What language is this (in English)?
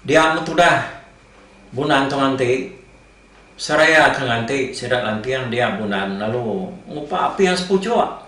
Iban